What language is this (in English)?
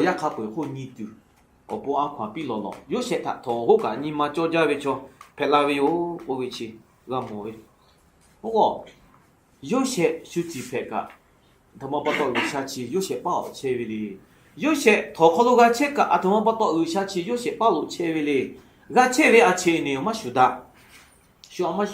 Lahu